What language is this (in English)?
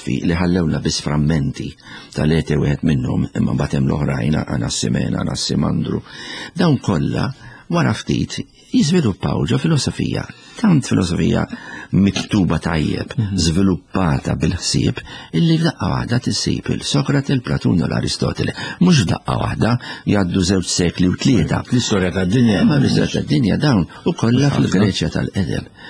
Maltese